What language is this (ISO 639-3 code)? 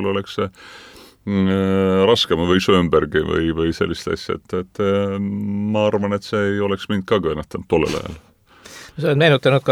est